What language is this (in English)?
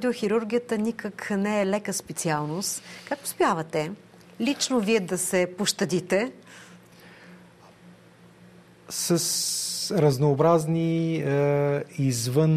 Bulgarian